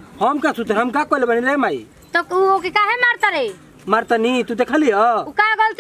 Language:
Bhojpuri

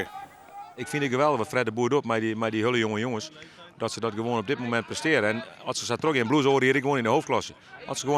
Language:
Western Frisian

